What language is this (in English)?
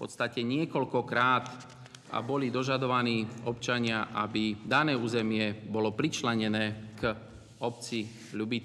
Slovak